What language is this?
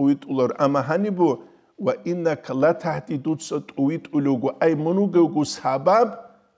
Avaric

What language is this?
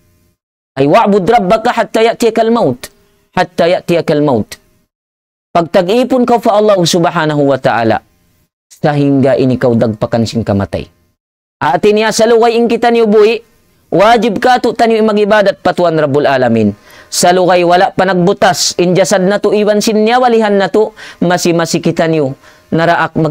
Tausug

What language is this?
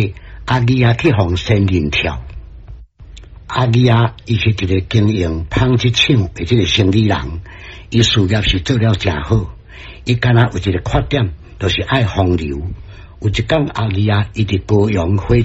Min Nan Chinese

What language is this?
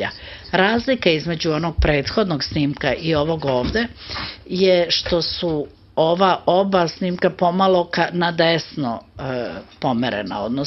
Serbian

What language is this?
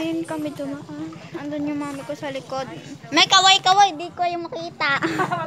Filipino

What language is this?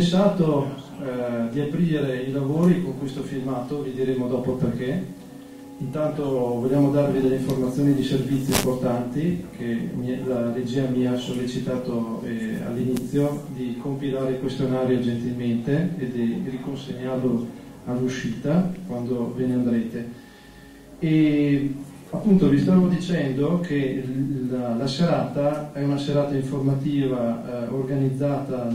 Italian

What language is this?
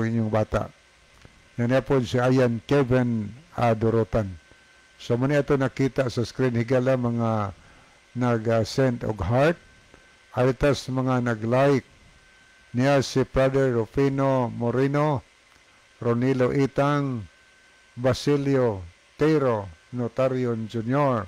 Cebuano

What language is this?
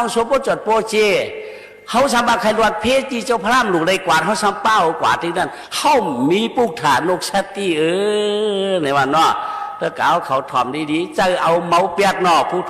Shan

